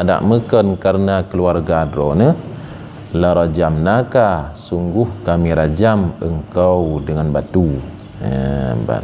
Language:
Achinese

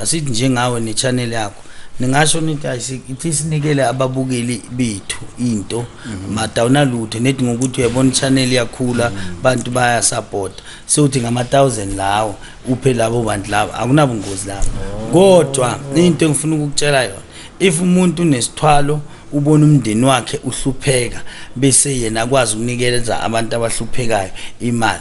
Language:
Zulu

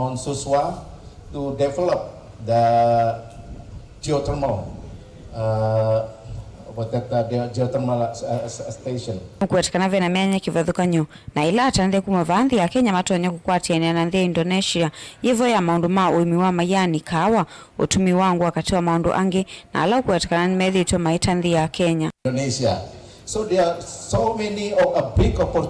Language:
Kamba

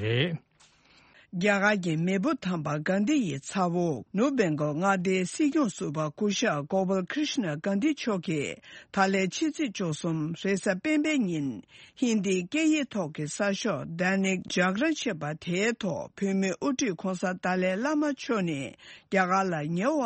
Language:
Tibetan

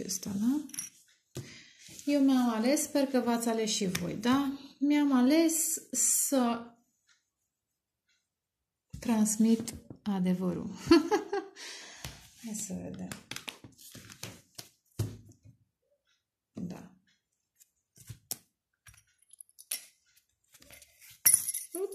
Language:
Romanian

